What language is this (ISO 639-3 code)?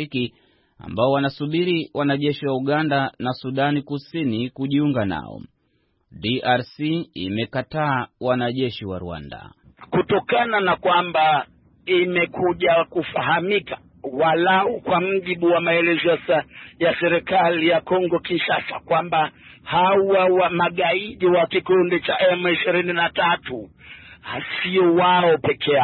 swa